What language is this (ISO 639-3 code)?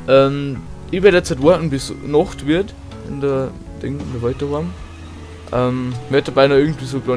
bar